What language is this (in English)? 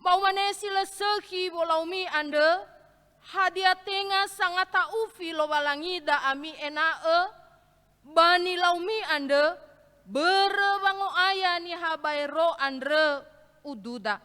Nias